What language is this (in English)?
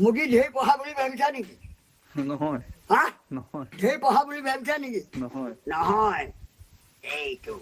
Assamese